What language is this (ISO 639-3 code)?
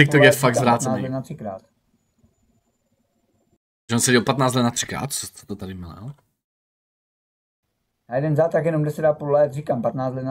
ces